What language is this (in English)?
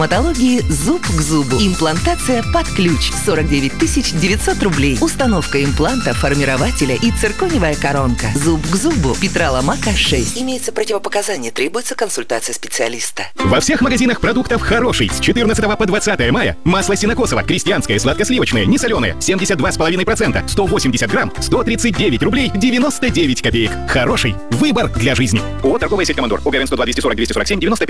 Russian